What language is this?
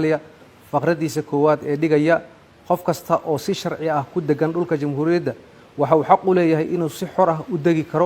Somali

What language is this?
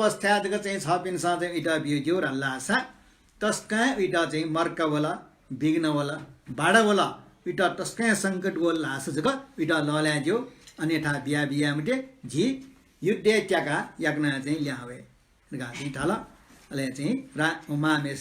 Newari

